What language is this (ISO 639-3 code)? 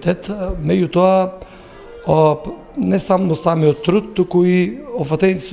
mkd